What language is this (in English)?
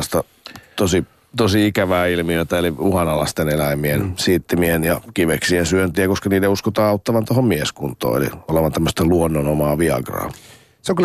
Finnish